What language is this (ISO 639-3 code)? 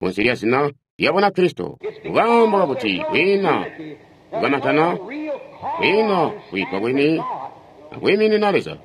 toi